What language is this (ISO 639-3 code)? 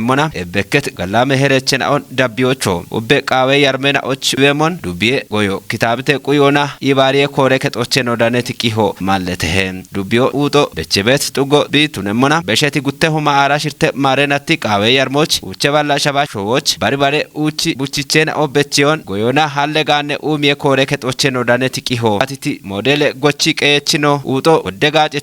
kbr